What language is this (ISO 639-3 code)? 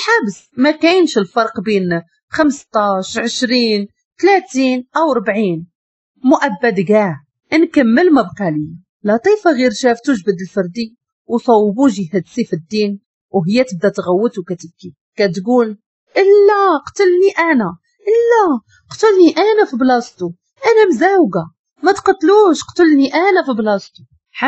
ary